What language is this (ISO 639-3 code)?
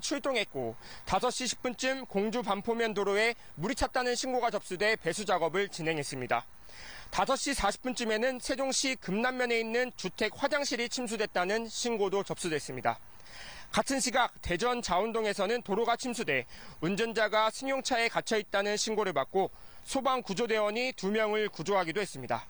kor